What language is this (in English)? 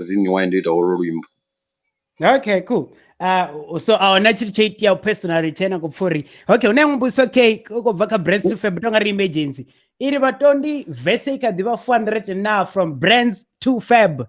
Venda